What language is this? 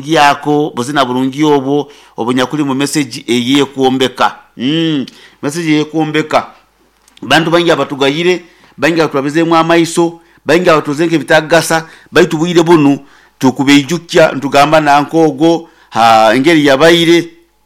Nyoro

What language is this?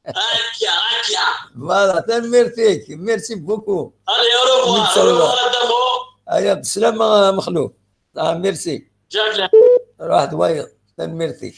Kabyle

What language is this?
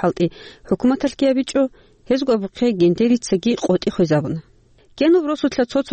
Avaric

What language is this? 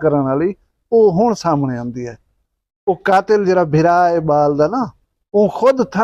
Saraiki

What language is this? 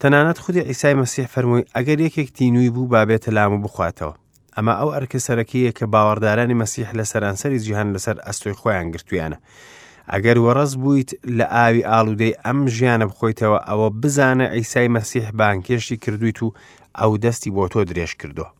Central Kurdish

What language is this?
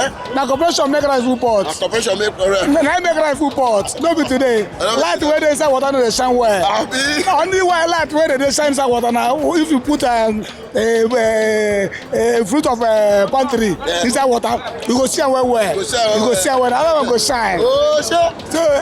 Nigerian Pidgin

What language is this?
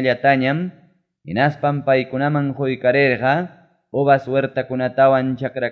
Ayacucho Quechua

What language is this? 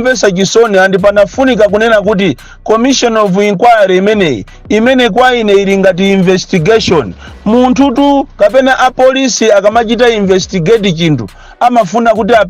Nyanja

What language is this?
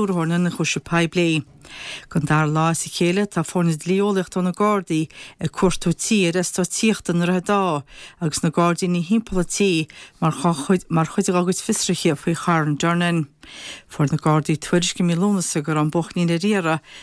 Irish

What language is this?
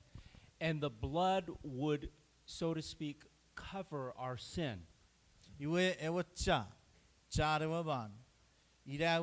Chuukese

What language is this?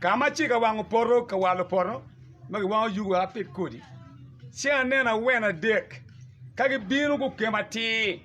Acoli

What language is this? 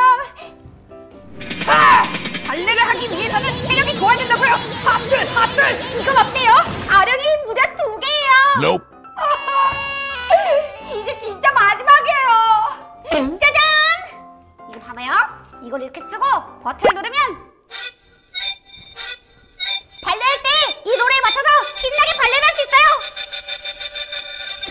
Korean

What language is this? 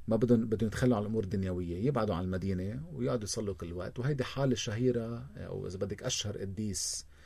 North Levantine Arabic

